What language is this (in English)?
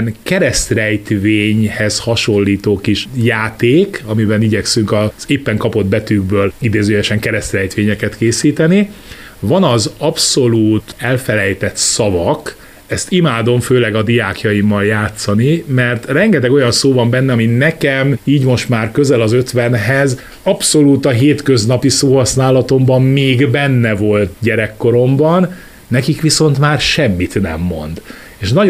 Hungarian